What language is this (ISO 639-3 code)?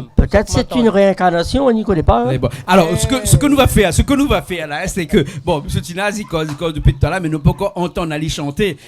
rcf